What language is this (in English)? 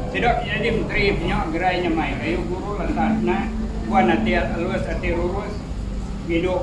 Iban